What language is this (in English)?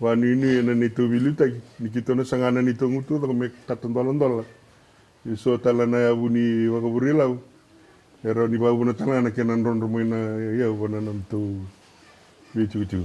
Fijian